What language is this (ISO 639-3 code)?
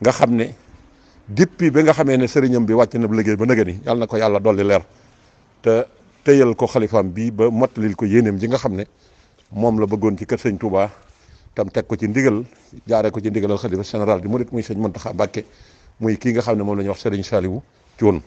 wol